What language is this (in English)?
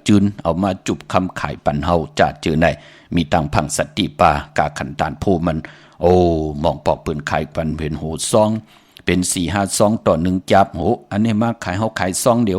Shan